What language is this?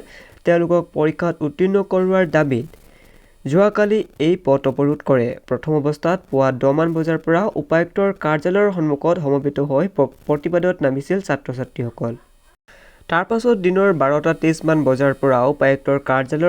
Assamese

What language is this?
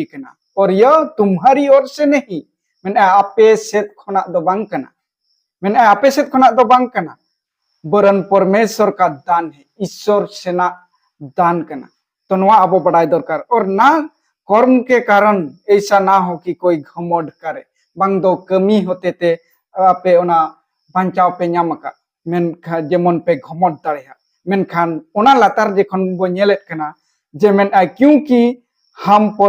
Santali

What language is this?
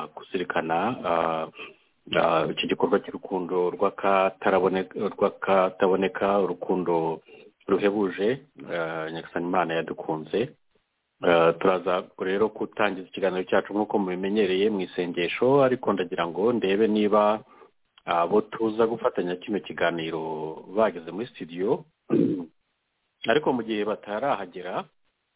Kinyarwanda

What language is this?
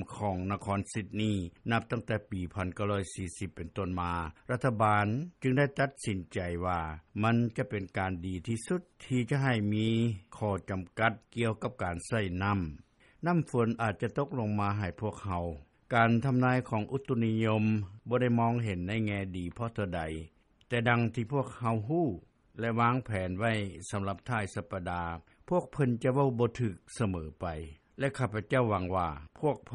Lao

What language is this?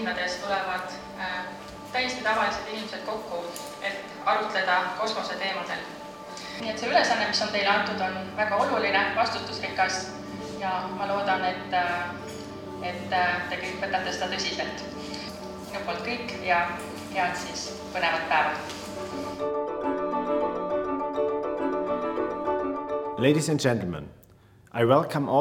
Estonian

